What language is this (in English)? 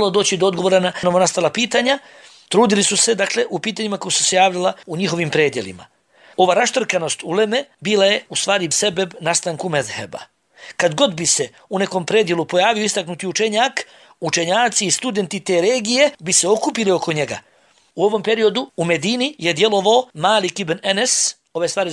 Bosnian